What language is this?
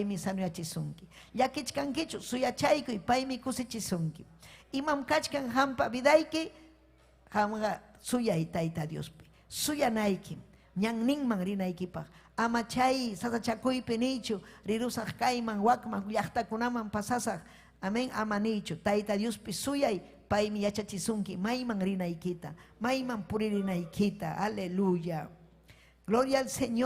Ayacucho Quechua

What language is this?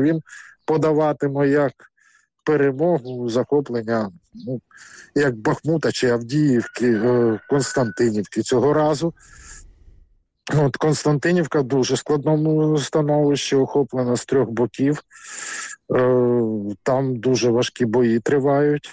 Ukrainian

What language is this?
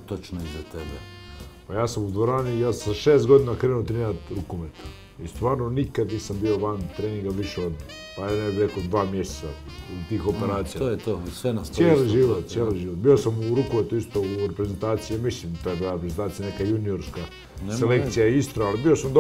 Croatian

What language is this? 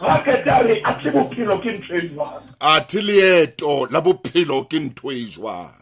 Southern Sotho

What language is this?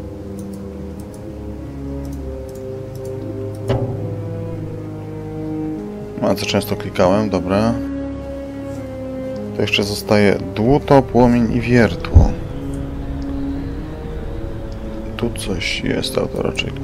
Polish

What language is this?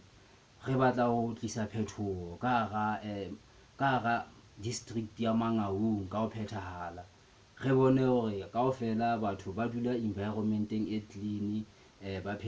Southern Sotho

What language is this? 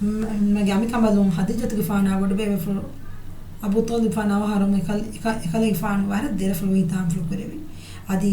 Divehi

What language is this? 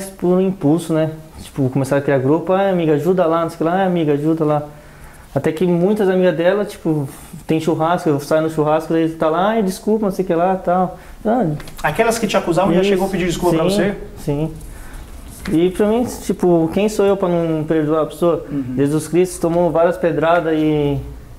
Portuguese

